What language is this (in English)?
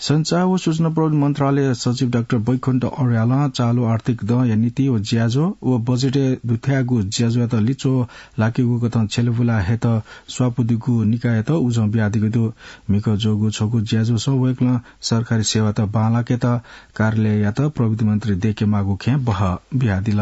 Newari